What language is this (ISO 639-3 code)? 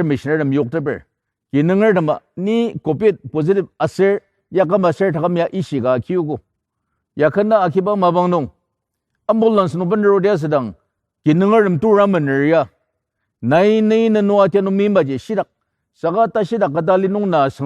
njo